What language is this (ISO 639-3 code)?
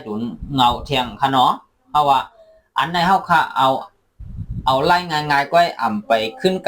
shn